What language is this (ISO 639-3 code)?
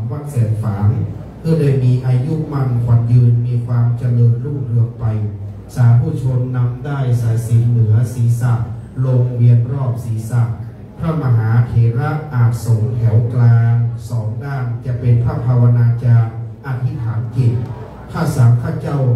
tha